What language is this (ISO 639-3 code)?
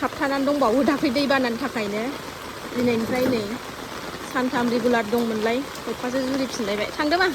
brx